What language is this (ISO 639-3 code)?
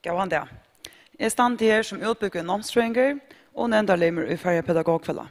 fao